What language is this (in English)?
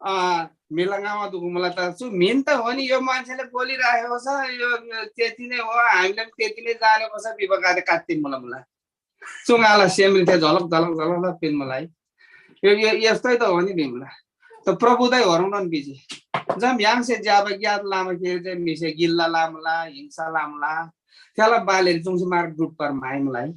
Eastern Tamang